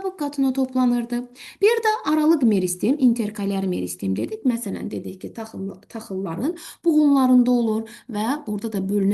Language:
Azerbaijani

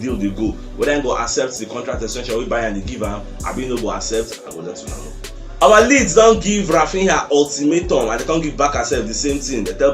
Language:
Nigerian Pidgin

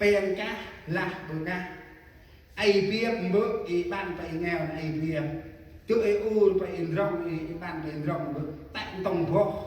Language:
Central Mnong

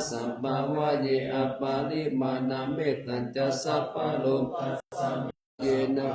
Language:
Pali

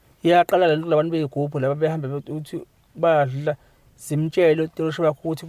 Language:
Zulu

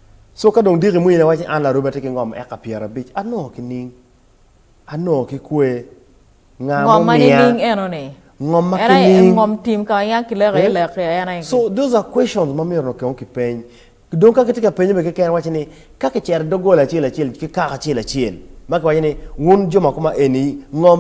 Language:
Acoli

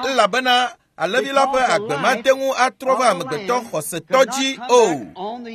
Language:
Ewe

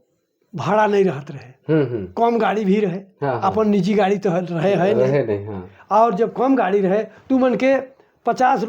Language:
Sadri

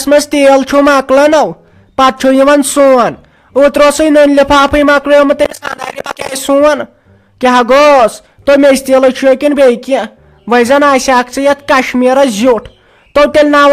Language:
Kashmiri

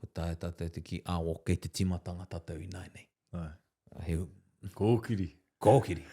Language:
Māori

